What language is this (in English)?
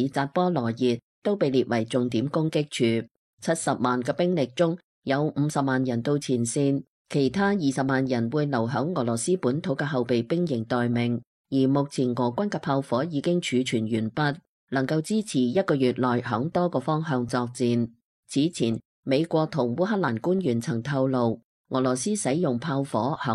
Cantonese